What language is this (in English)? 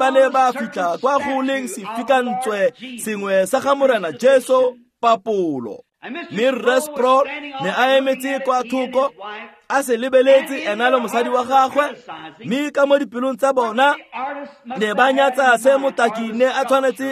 Tswana